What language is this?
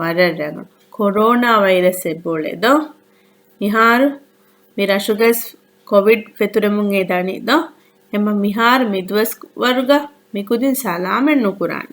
Divehi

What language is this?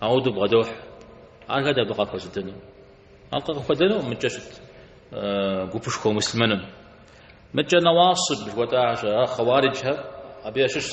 Kabardian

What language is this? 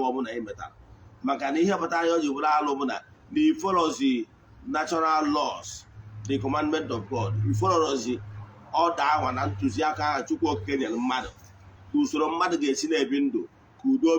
Igbo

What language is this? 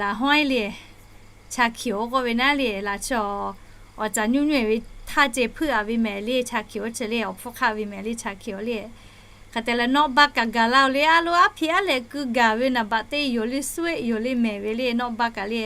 Lahu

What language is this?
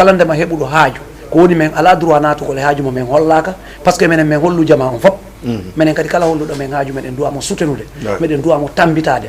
Fula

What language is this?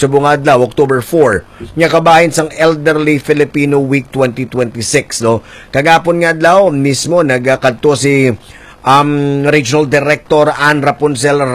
Hiligaynon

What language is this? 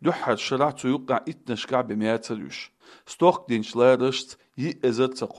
Chechen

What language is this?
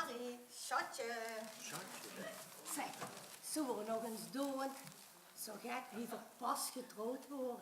Limburgish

